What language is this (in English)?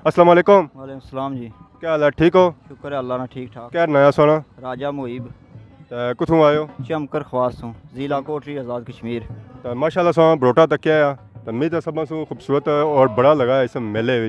Pahari-Potwari